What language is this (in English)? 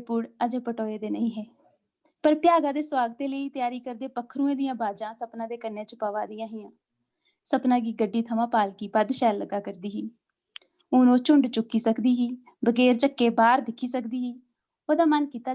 Dogri